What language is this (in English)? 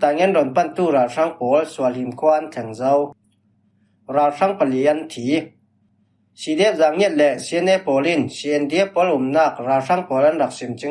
Falam Chin